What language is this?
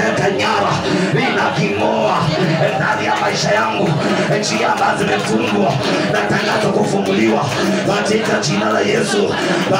Swahili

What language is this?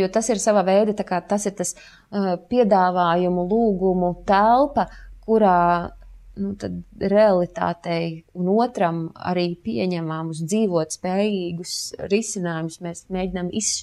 Latvian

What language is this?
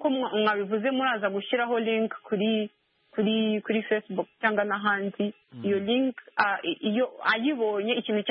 Kinyarwanda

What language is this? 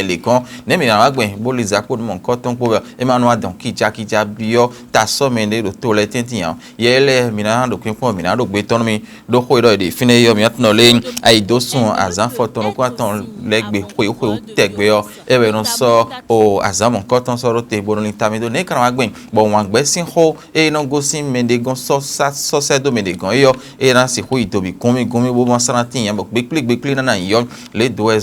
Fon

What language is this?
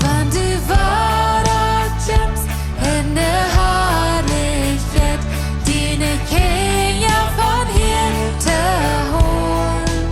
Plautdietsch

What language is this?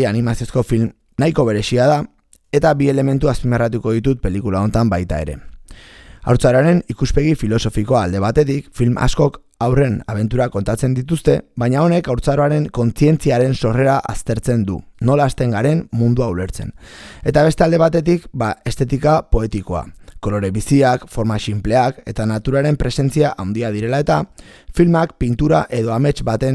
Basque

